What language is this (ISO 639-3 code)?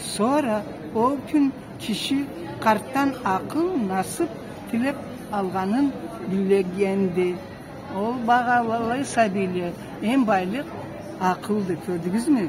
krc